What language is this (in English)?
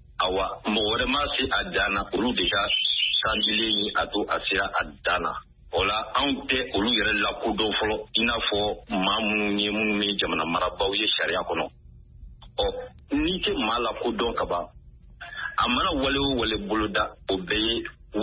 Bambara